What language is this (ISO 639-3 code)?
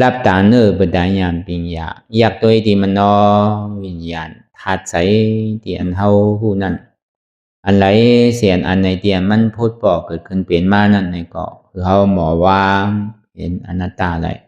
shn